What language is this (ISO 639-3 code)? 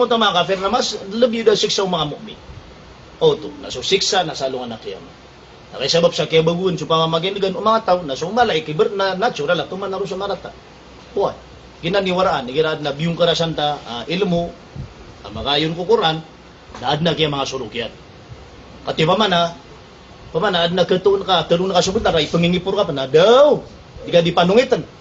mrw